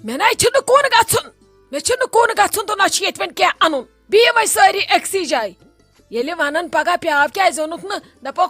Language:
Kashmiri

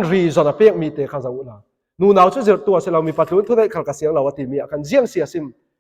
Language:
Falam Chin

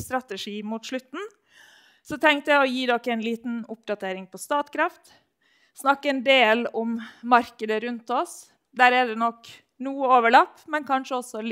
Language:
Norwegian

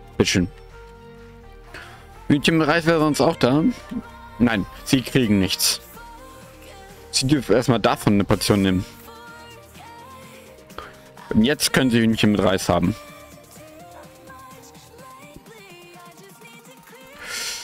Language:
German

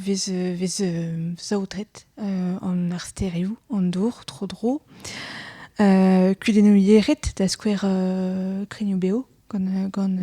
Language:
Breton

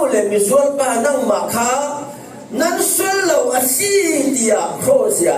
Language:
Falam Chin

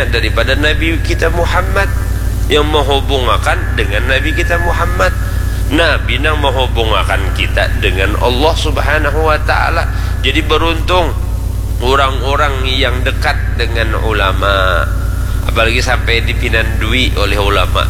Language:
Banjar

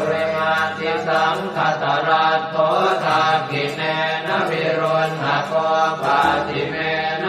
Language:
Pali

